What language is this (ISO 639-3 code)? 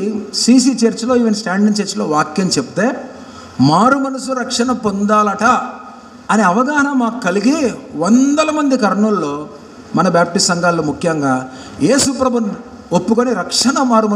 tel